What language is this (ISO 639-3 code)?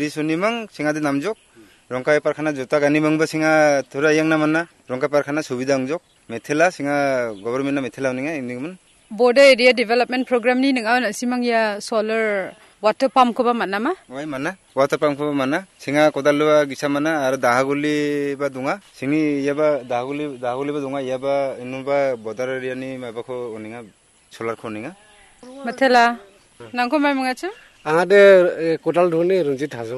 grt